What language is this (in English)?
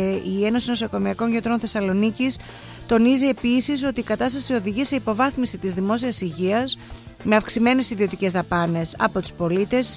Greek